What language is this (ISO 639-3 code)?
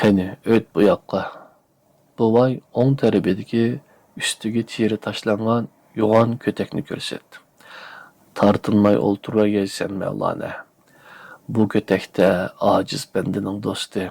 uig